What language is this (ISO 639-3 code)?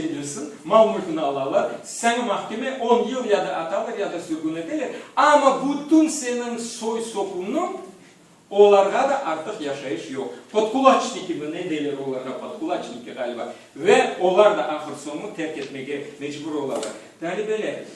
crh